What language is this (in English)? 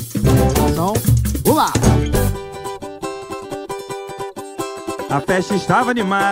Portuguese